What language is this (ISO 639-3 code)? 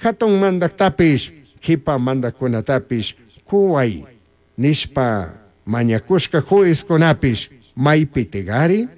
qug